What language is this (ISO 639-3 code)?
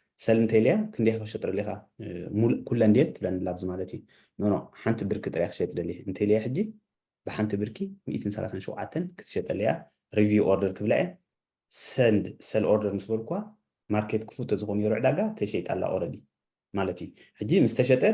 tir